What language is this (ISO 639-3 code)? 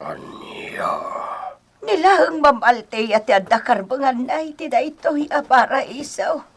ilo